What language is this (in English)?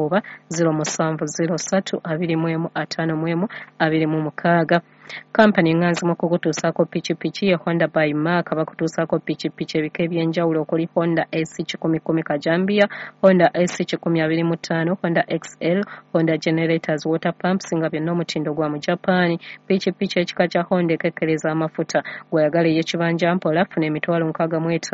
Ganda